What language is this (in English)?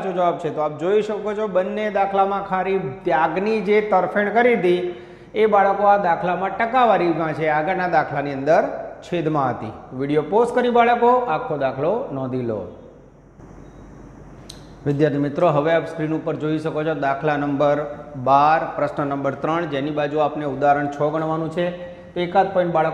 Gujarati